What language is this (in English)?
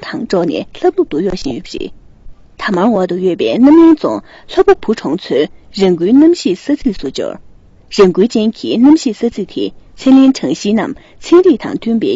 Tibetan